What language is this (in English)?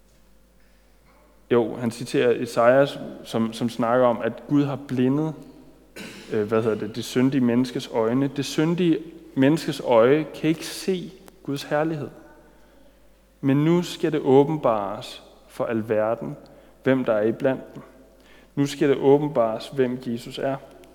Danish